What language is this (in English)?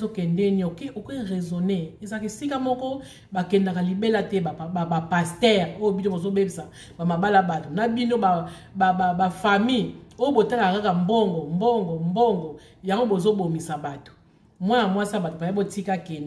Lingala